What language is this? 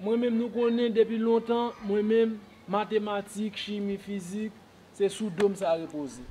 Haitian Creole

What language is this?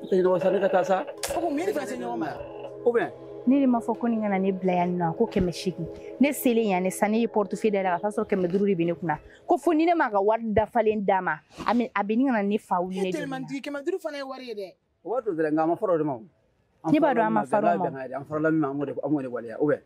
Bambara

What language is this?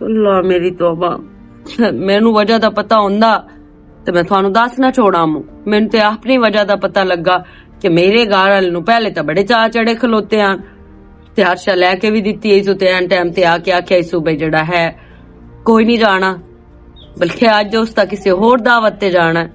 Western Panjabi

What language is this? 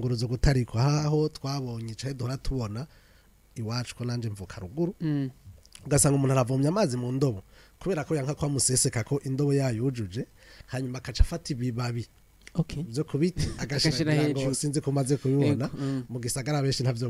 Rundi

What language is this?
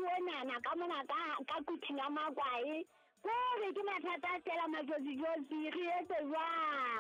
Southern Sotho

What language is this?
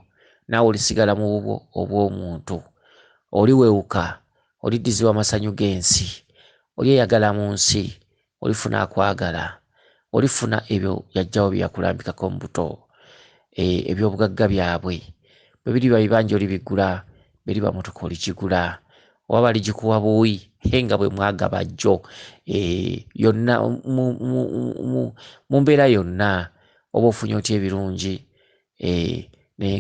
Ganda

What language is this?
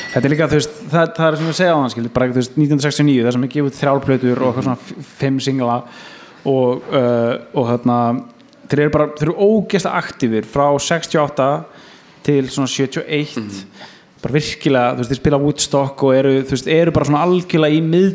Icelandic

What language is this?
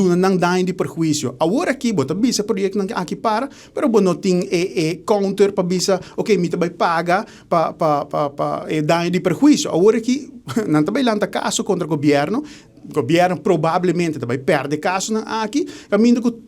Papiamento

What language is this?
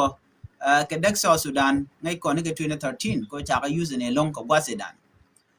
Nuer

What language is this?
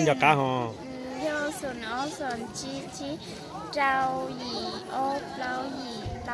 Hmong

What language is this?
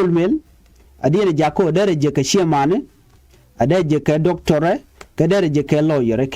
Nuer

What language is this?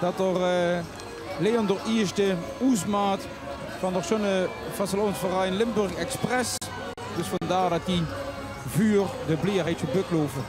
Limburgish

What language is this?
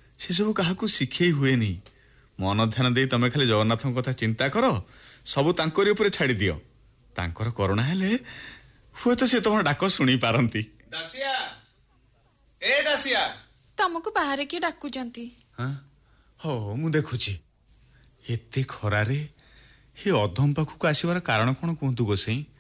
Odia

